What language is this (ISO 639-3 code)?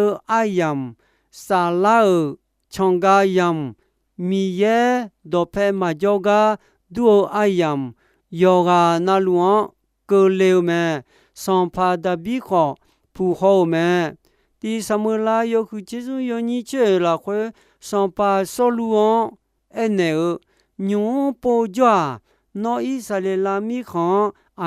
ahk